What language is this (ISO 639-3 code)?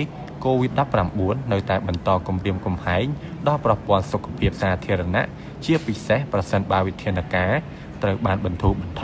khm